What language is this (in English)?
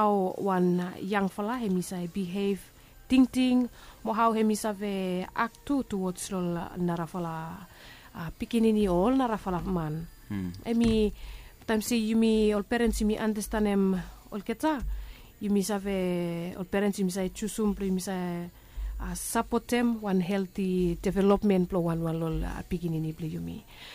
Bislama